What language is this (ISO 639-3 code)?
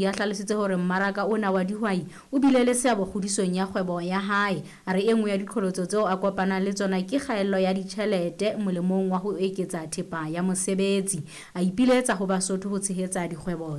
sot